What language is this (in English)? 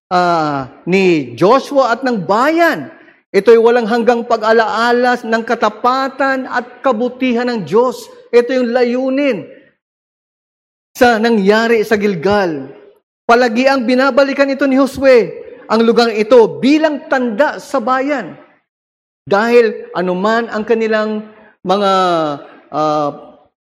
Filipino